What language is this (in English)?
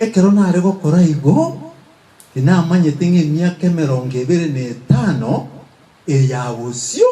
Gusii